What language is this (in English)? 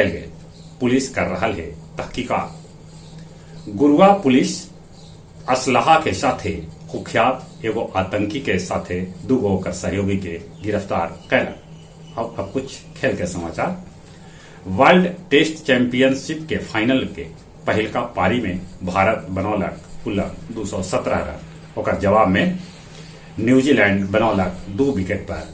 Magahi